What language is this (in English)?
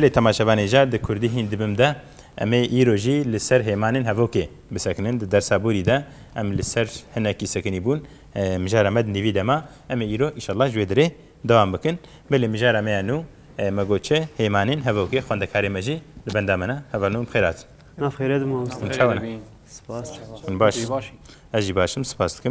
Kurdish